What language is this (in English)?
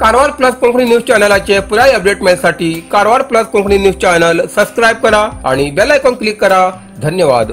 Konkani